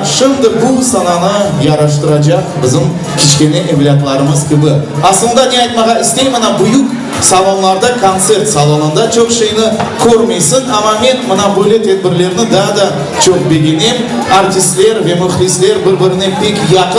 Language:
Crimean Tatar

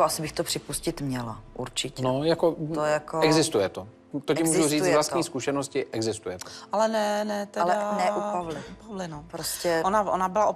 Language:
Czech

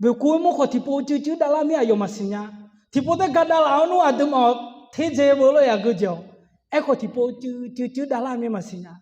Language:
Akha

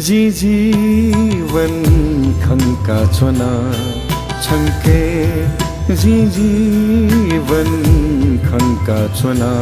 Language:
Newari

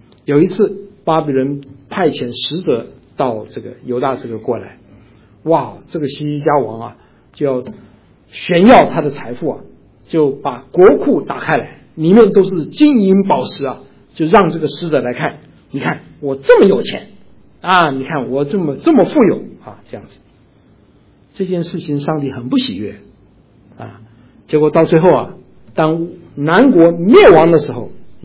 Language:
Chinese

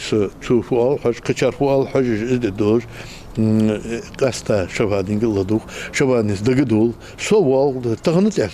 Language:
Ingush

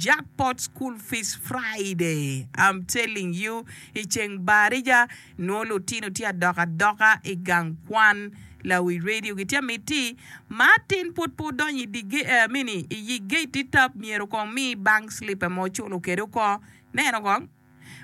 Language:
Acoli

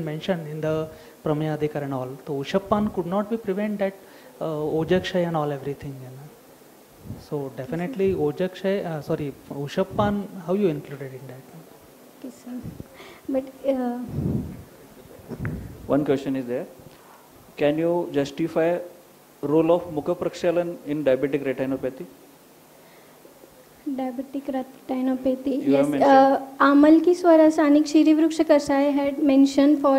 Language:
English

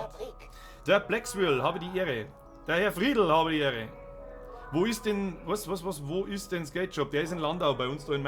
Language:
Bavarian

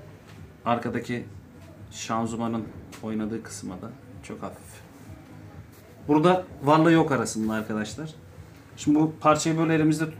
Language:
Turkish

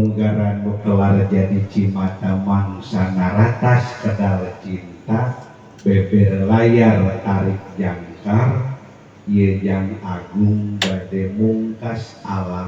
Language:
Sundanese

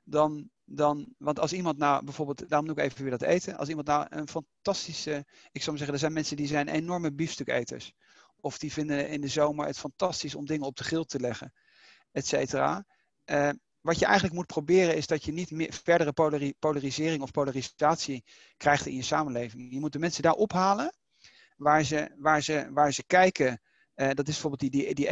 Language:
Dutch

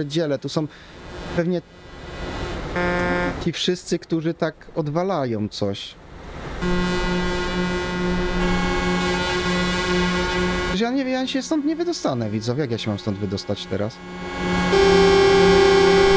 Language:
Polish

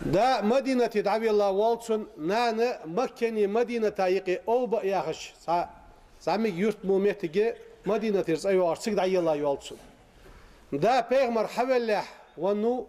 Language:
Ingush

